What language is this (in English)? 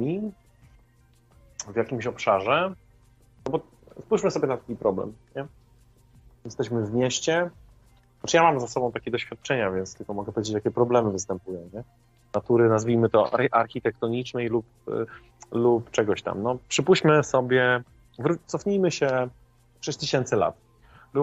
Polish